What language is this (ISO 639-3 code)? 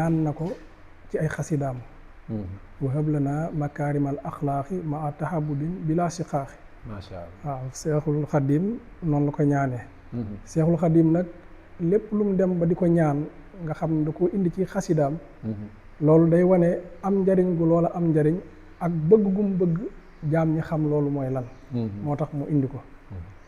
wol